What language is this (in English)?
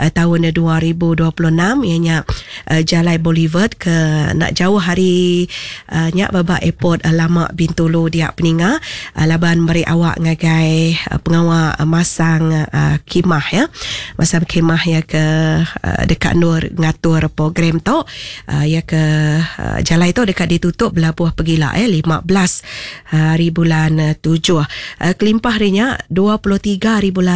Iban